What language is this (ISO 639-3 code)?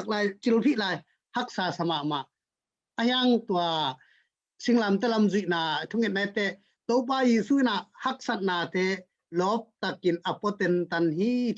ctd